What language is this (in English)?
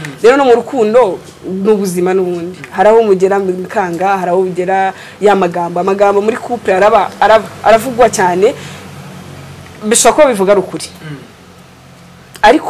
Kinyarwanda